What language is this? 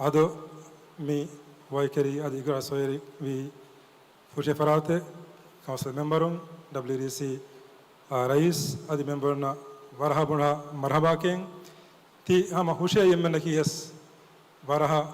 Divehi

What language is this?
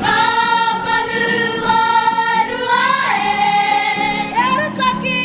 Māori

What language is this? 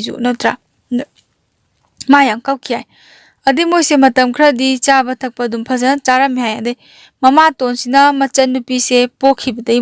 Manipuri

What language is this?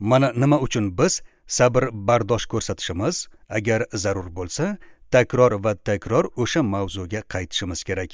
Uzbek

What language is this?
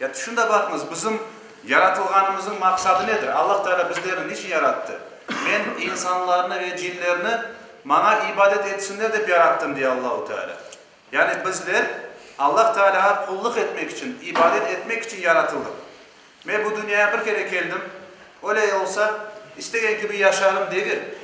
Crimean Tatar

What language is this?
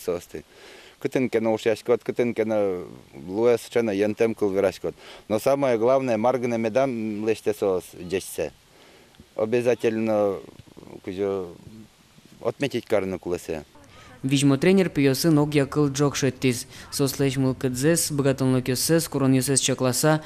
Udmurt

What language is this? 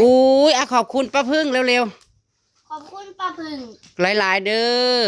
Northeastern Thai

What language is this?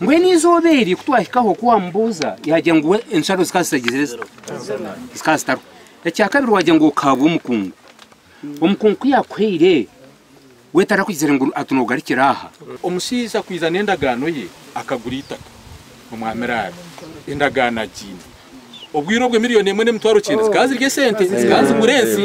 Nyankole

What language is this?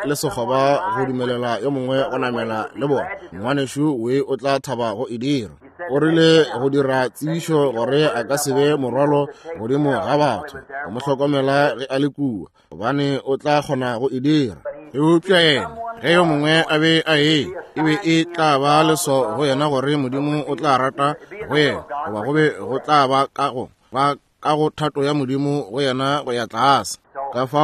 Northern Sotho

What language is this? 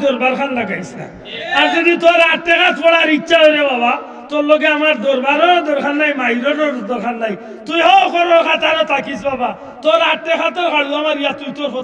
Sylheti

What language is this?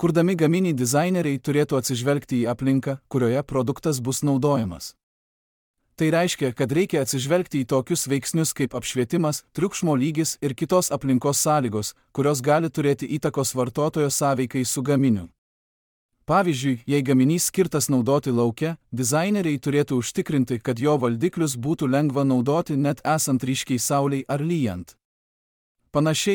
Lithuanian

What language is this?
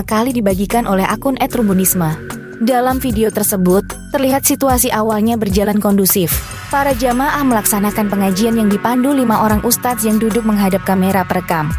Indonesian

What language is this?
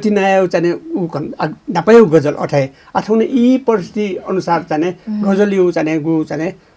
Newari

